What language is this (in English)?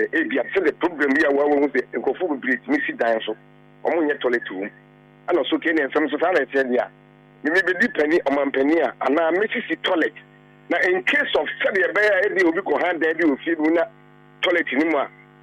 Akan